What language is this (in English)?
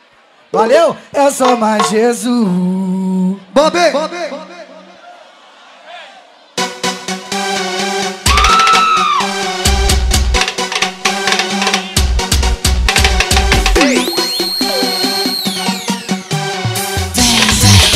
Portuguese